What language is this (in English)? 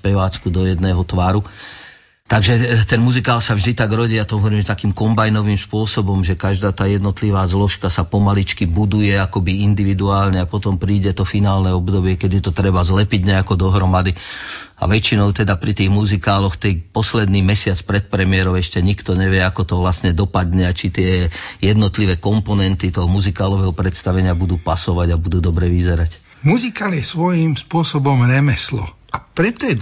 Slovak